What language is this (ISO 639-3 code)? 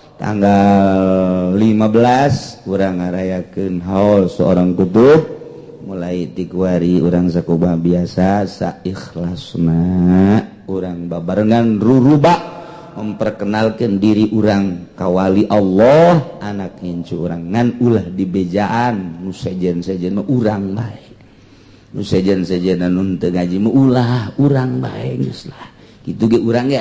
sun